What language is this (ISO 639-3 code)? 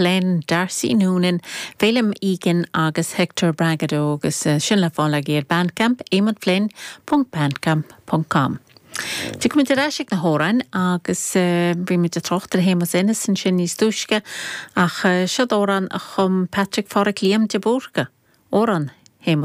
gle